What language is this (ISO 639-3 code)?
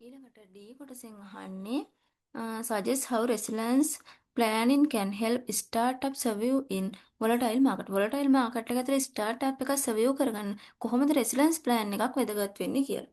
sin